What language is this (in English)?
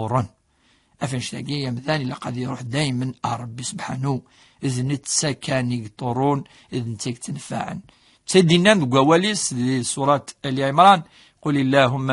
Kabyle